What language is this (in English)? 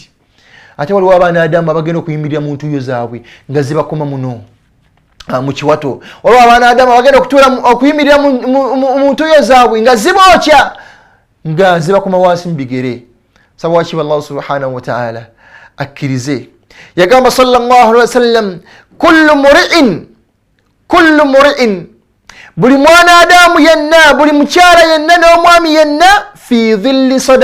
Ganda